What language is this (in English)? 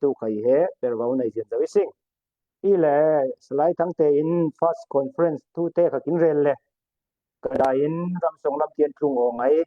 Falam Chin